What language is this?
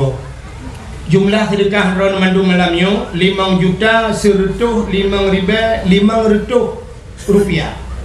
Achinese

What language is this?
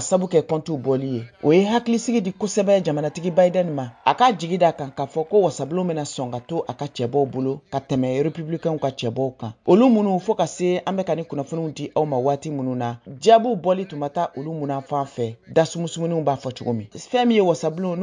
Bambara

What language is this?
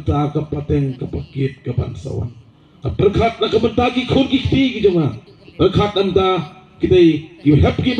Khasi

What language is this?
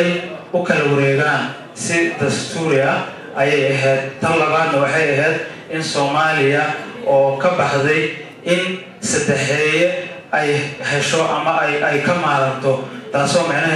Somali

